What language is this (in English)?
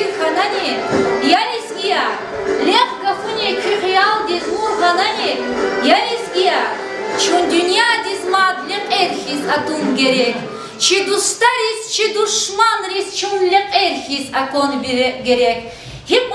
Lezghian